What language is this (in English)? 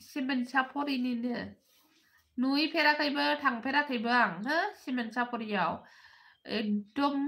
Bodo